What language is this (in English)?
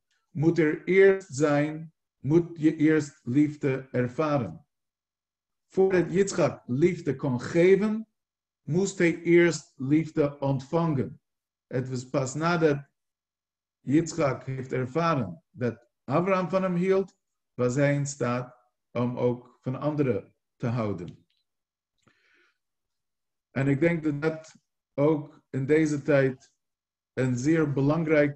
Dutch